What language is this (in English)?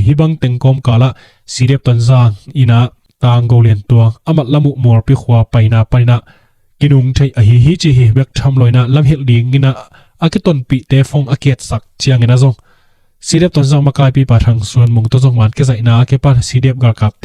Tedim Chin